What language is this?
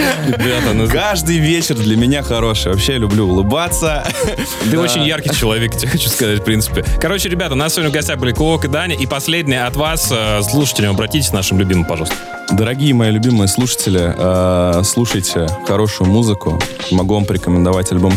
Russian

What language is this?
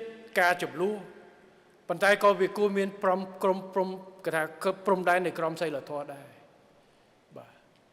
Khmer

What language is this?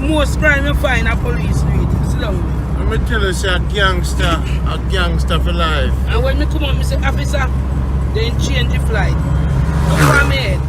Jamaican Creole English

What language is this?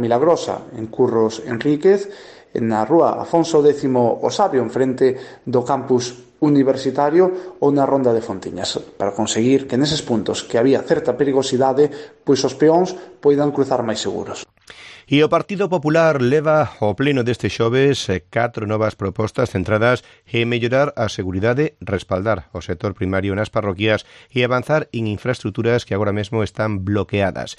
Galician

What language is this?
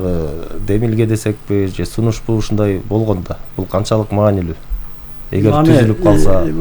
Kyrgyz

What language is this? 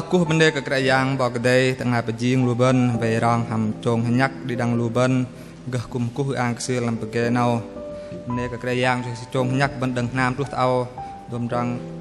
Bahnar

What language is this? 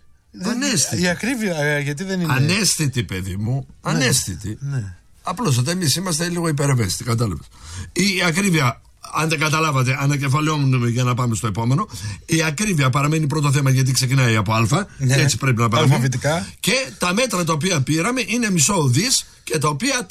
Greek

